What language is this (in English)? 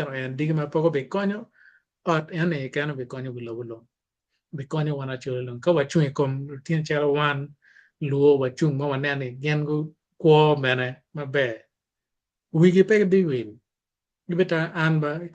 Acoli